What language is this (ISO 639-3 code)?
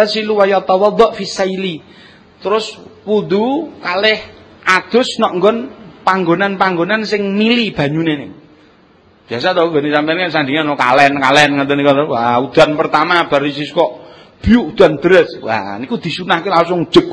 jav